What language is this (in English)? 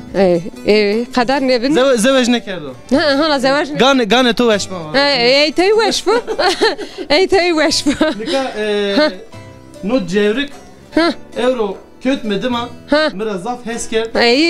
Zaza